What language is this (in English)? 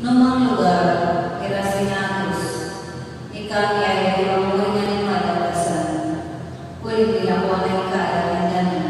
Pampanga